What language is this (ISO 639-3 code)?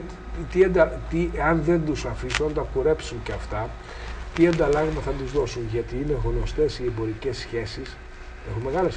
ell